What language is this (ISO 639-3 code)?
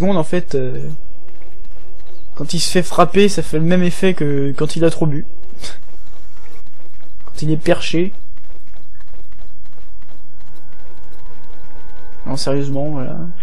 fra